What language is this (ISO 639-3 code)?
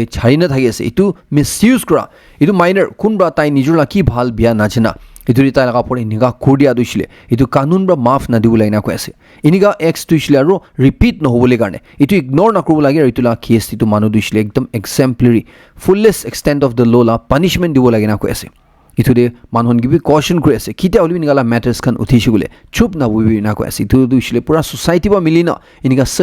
nag